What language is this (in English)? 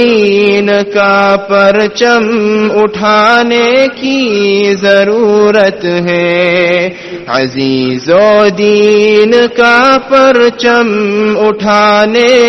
Urdu